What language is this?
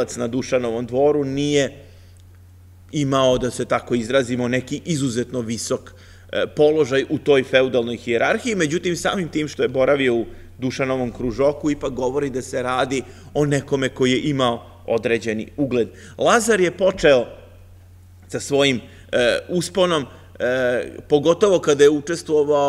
Serbian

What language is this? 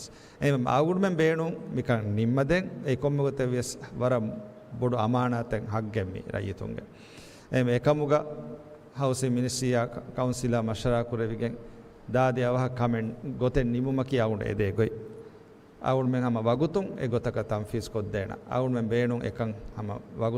Divehi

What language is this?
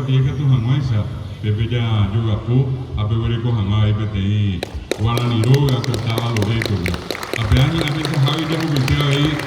Guarani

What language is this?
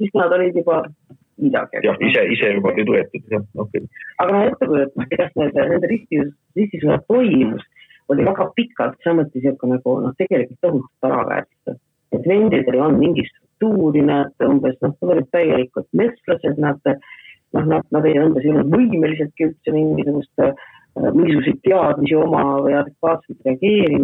Estonian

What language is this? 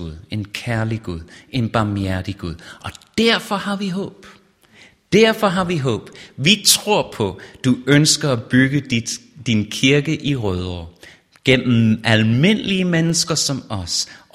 Danish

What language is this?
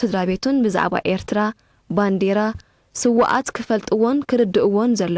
Tigrinya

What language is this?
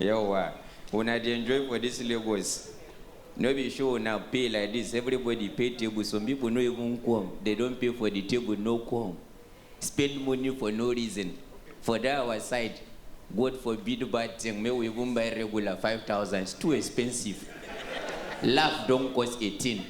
Nigerian Pidgin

